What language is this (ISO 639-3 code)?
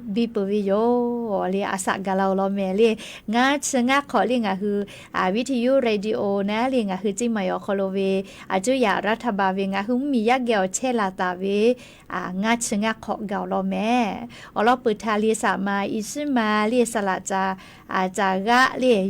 lhu